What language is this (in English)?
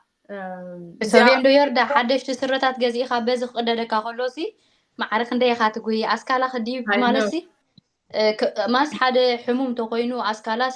Tigrinya